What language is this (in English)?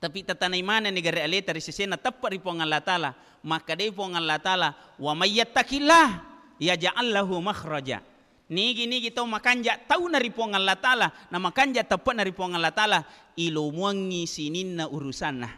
Buginese